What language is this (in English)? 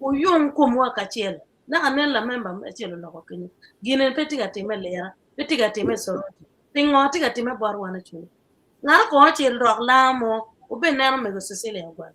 Acoli